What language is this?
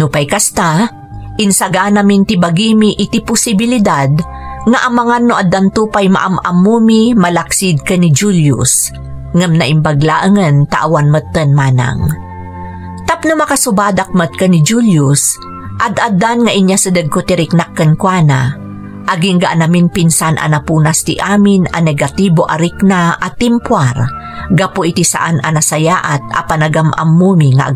Iloko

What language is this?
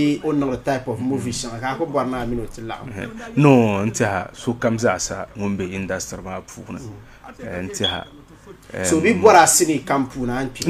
Dagbani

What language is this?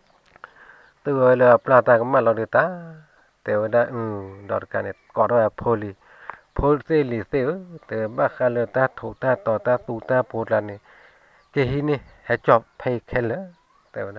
S'gaw Karen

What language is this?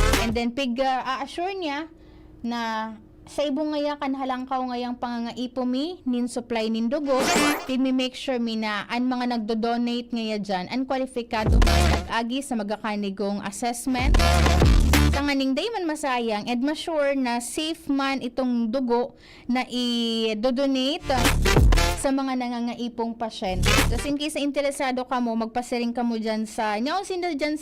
Bikol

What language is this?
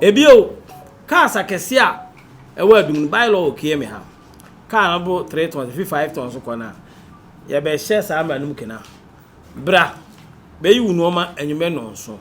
Akan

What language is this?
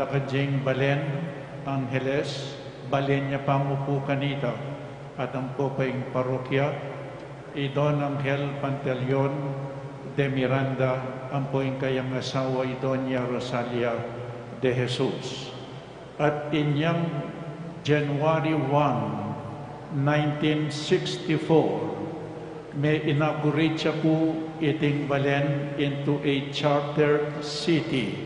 Pampanga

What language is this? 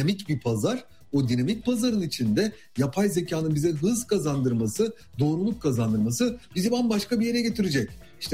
Turkish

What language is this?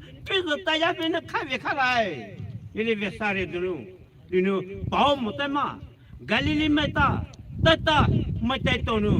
Poumei Naga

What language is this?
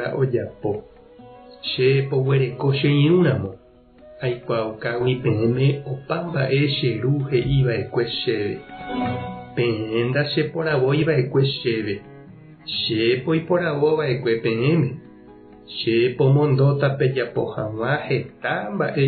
Guarani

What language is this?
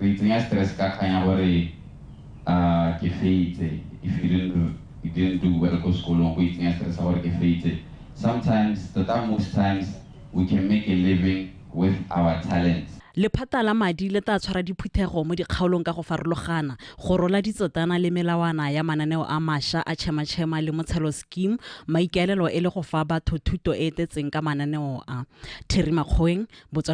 Tswana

